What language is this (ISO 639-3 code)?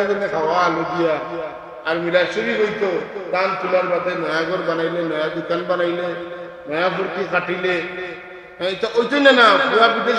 syl